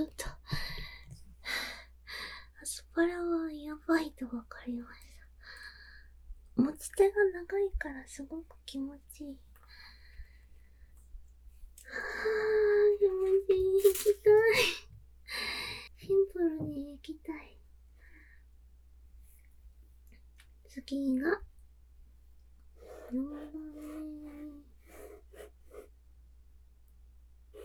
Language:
Japanese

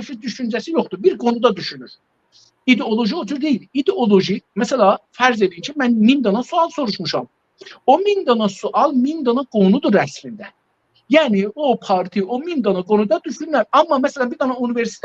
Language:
South Azerbaijani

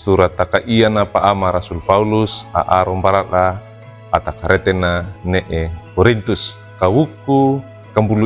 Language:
Wejewa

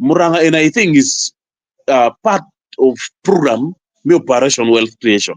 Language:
Acoli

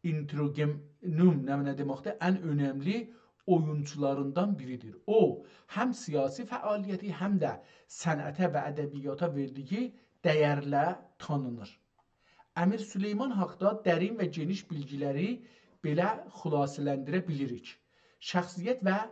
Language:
South Azerbaijani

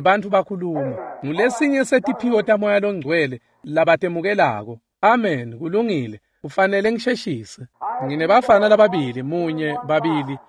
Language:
Swati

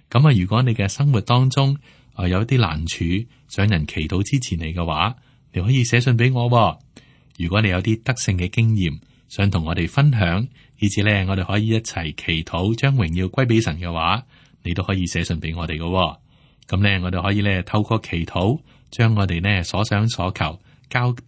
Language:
Cantonese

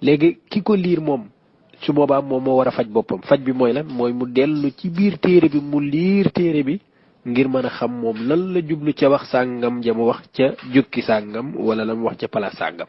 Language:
Wolof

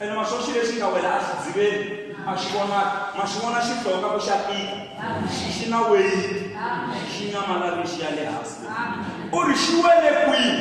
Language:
Tsonga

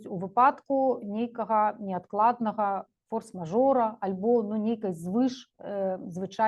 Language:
Belarusian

